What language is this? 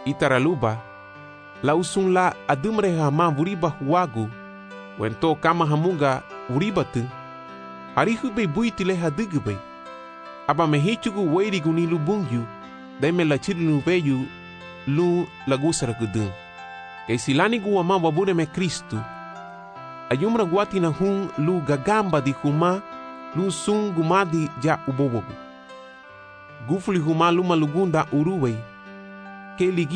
Garifuna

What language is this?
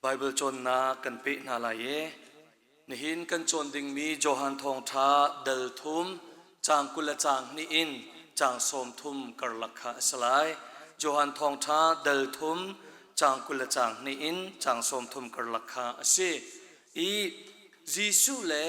Hakha Chin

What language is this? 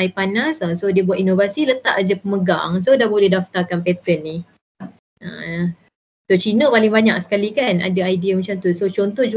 Malay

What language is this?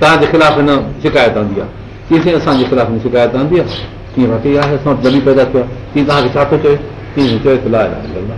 Sindhi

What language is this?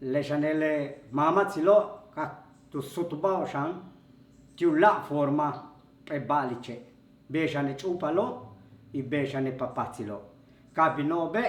Yucateco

